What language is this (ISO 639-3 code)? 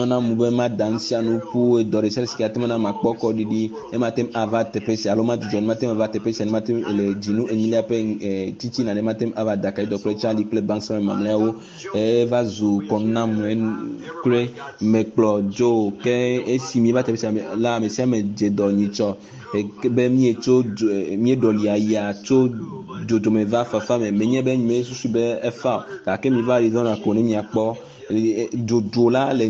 ewe